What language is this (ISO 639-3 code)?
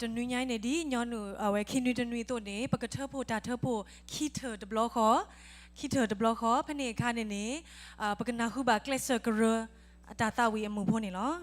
ksw